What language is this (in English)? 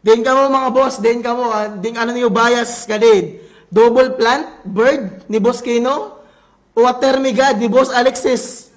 Waray